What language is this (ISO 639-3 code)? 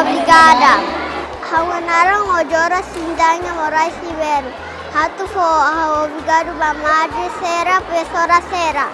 tet